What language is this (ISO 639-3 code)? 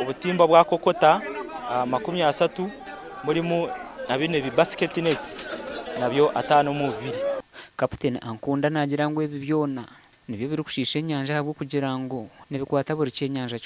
nyn